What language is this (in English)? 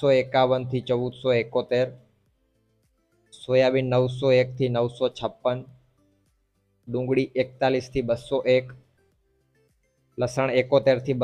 Gujarati